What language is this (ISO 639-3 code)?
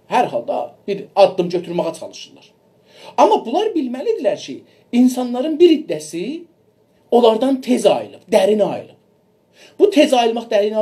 azb